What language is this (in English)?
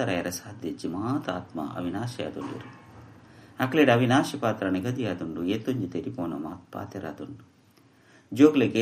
Tulu